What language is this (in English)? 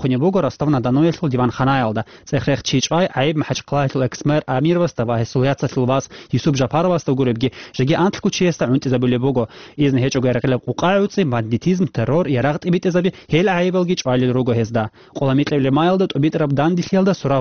Avaric